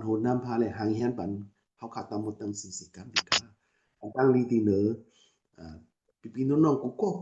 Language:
Shan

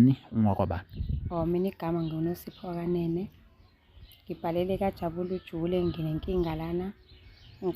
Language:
Zulu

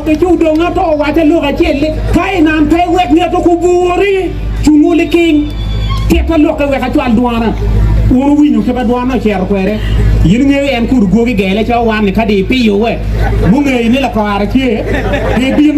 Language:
Acoli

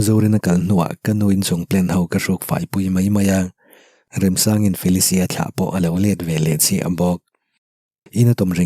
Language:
Mizo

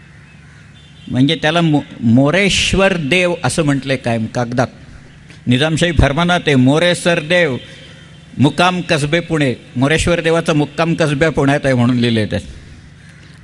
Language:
Marathi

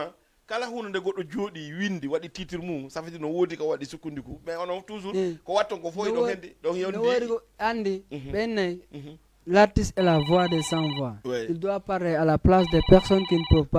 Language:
Fula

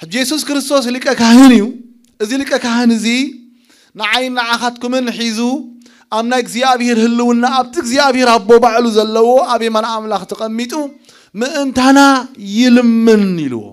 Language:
Tigrinya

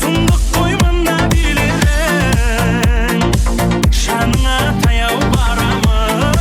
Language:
Kara-Kalpak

